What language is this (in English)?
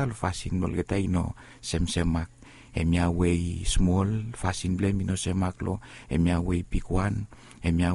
Bislama